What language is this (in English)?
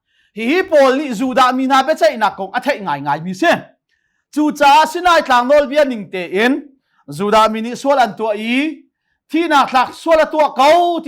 Hakha Chin